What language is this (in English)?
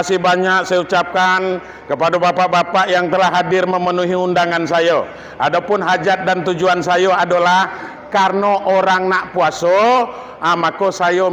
Minangkabau